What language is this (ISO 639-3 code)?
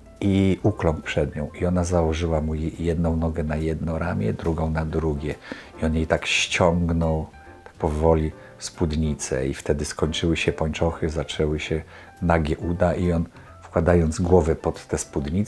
pol